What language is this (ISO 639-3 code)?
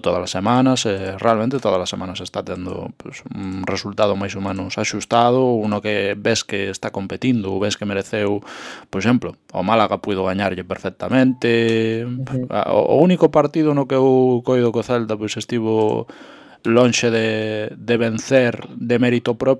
glg